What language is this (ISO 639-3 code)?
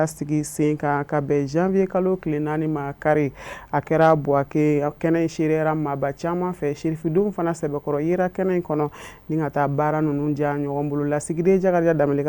bam